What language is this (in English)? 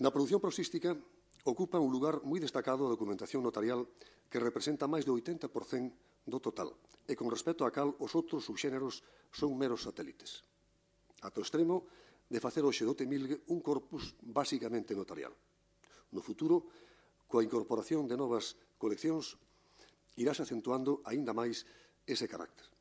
Galician